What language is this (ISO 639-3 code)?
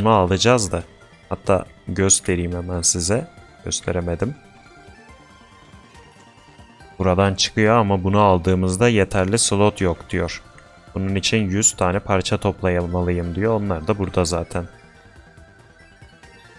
tur